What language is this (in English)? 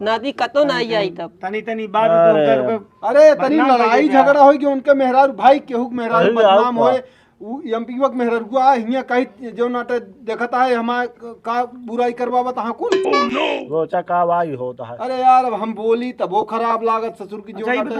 Awadhi